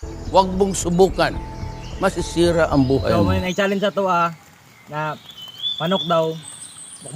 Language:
Cebuano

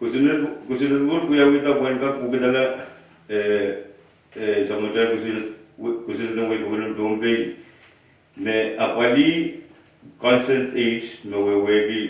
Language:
Pohnpeian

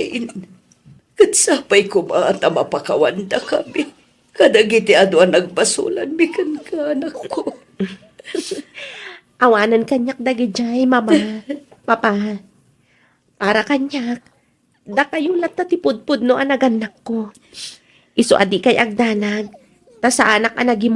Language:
Iloko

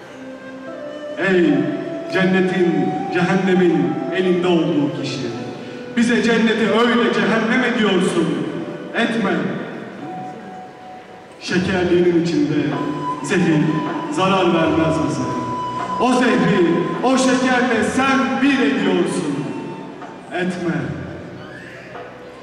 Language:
Turkish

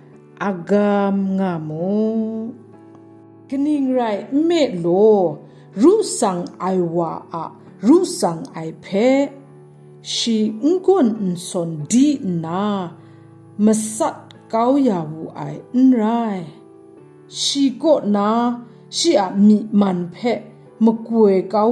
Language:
Kachin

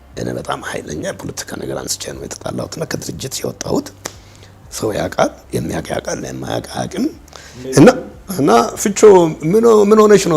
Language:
Amharic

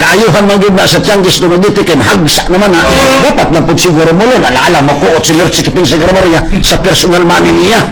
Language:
Cebuano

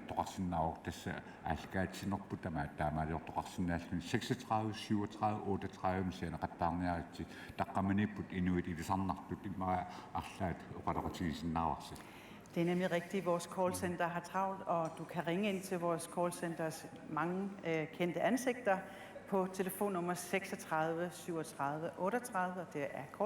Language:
Kalaallisut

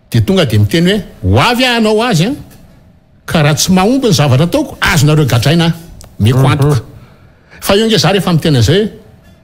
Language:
Malagasy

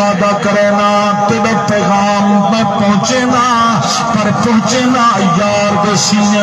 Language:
Saraiki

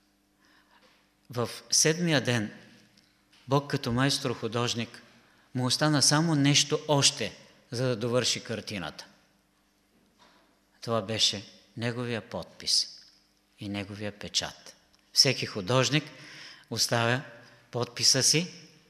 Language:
Bulgarian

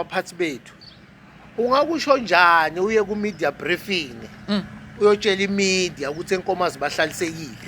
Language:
Zulu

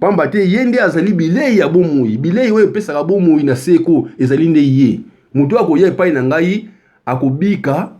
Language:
Lingala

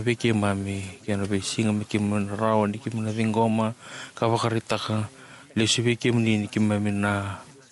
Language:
Fijian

